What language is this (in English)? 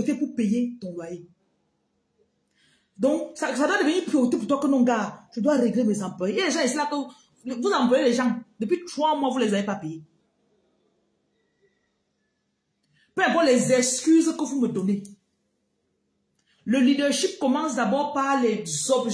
French